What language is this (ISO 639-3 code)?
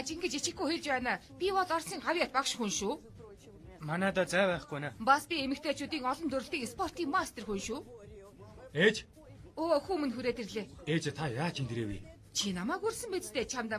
mon